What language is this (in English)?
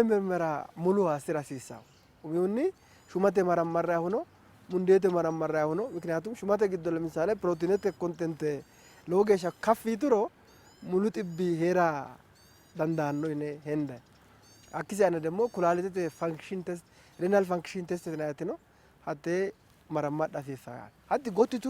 Sidamo